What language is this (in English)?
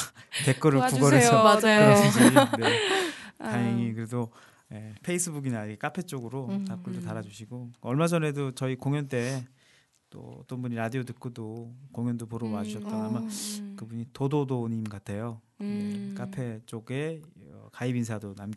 Korean